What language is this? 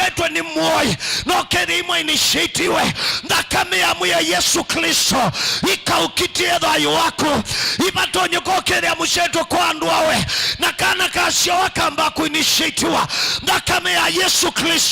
Kamba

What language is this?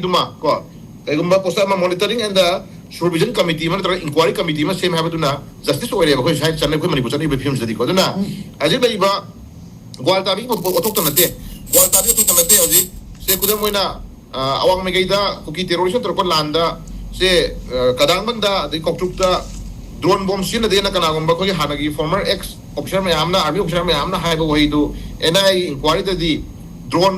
Manipuri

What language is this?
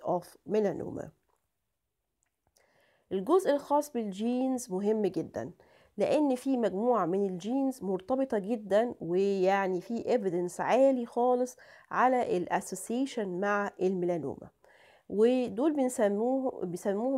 Egyptian Arabic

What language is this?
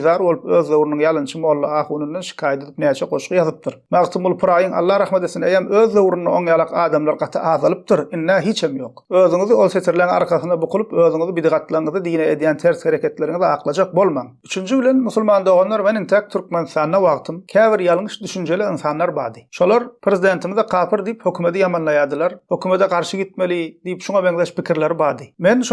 Turkmen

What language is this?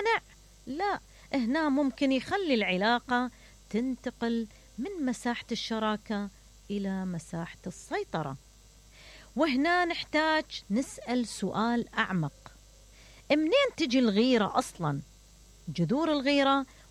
Mesopotamian Arabic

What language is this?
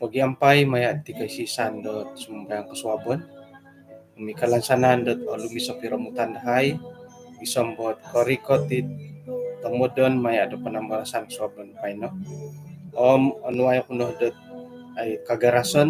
Central Dusun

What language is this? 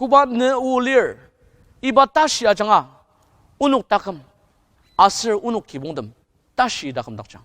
Ao Naga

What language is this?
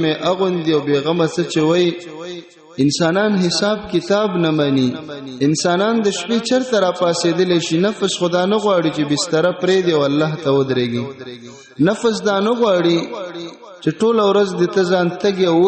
Pashto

